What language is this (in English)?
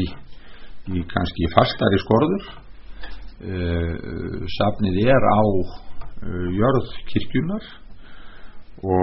Icelandic